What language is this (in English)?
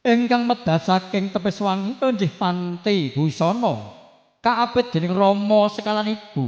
Javanese